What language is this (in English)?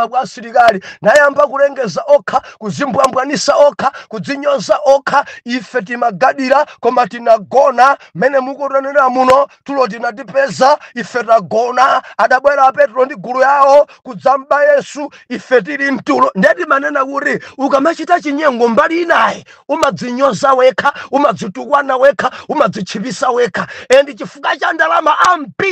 Nyanja